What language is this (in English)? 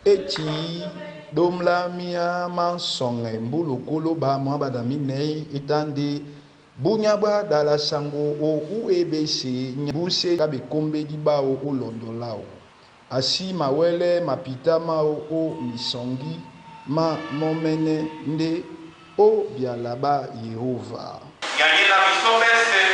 Duala